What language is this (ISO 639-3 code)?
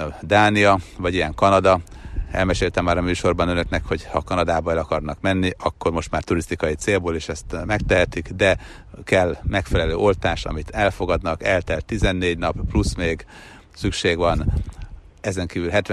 hun